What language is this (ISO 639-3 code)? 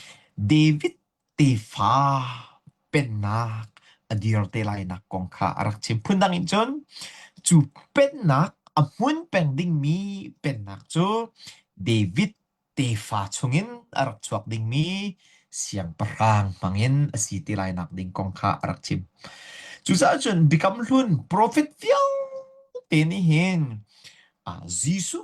cnh